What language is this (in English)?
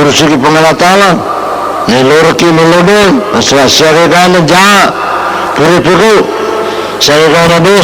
Buginese